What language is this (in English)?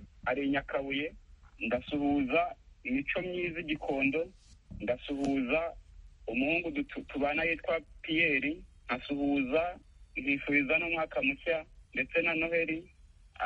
Kinyarwanda